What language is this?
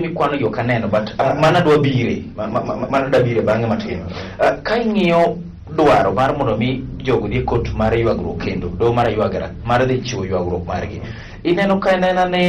Luo (Kenya and Tanzania)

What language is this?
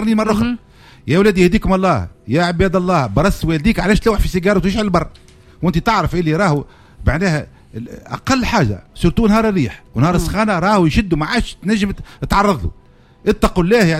Tunisian Arabic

